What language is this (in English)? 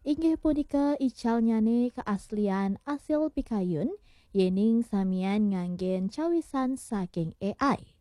Balinese